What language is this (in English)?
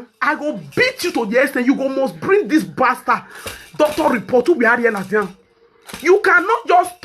Nigerian Pidgin